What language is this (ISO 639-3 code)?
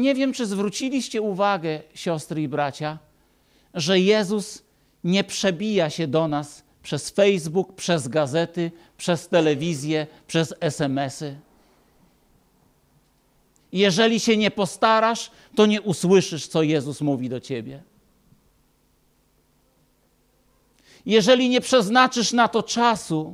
pol